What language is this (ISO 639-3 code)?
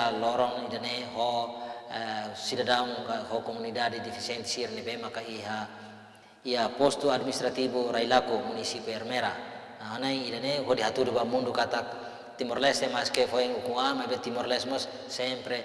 tet